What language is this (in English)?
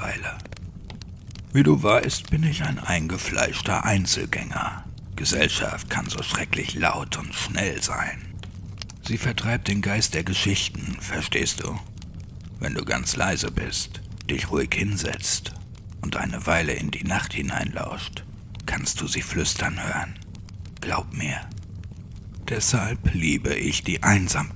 German